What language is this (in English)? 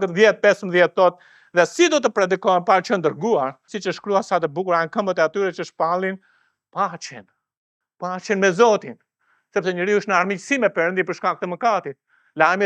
Albanian